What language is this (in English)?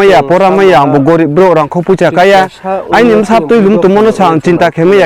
Riang (India)